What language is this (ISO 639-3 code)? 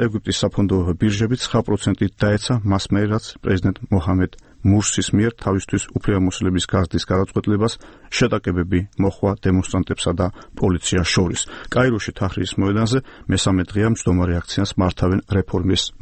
kat